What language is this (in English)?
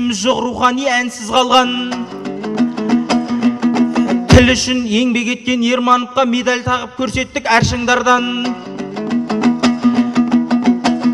Kazakh